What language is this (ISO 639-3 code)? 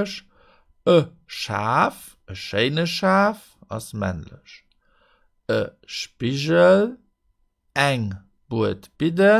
ltz